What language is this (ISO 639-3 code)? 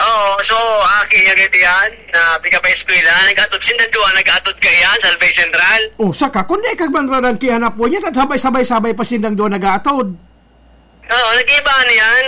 bik